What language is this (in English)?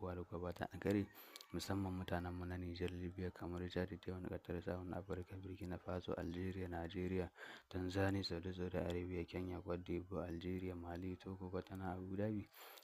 Hausa